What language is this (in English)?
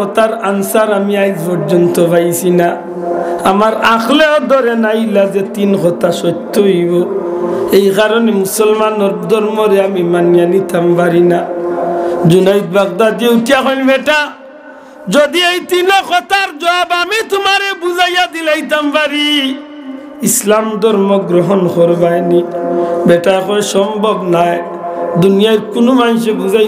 Sylheti